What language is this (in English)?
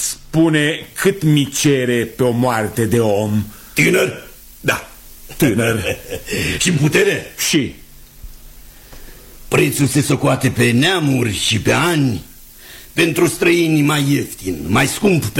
Romanian